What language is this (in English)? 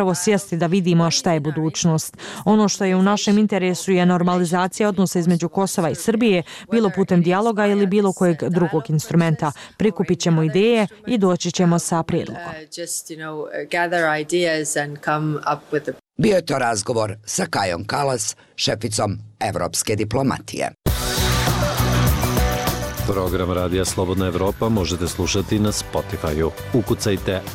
Bosnian